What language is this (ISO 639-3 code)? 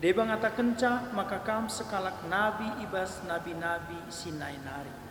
btx